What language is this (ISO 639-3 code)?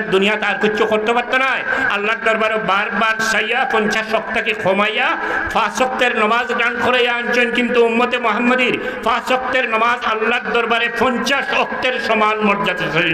syl